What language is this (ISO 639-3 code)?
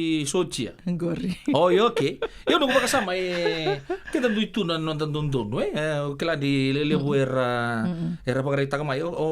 fij